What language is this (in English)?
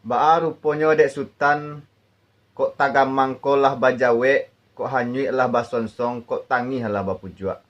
Minangkabau